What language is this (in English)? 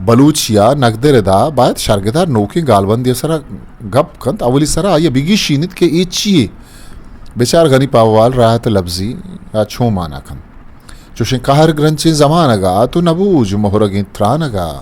Eastern Balochi